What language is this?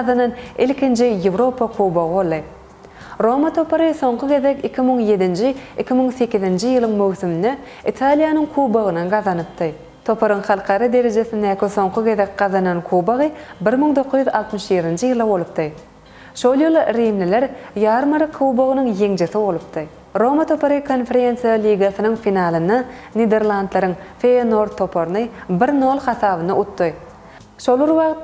Turkmen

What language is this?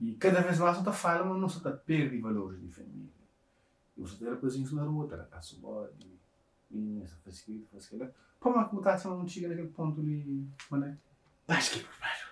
Kabuverdianu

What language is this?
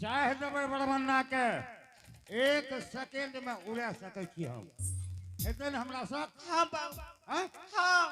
Angika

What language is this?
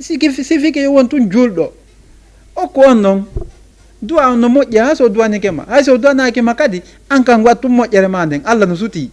Fula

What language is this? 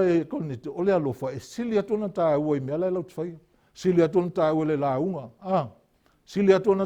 Samoan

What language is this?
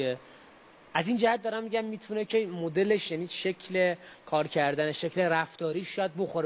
Persian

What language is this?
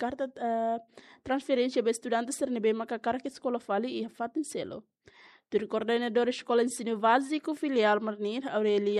Tetum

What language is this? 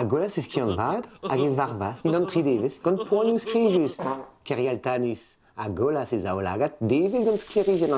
Breton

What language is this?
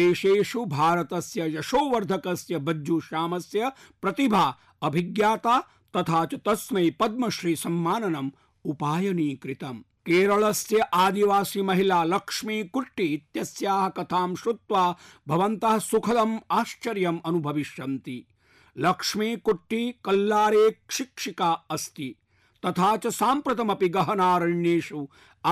Sanskrit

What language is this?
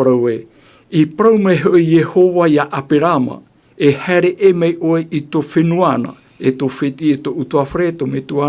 Tahitian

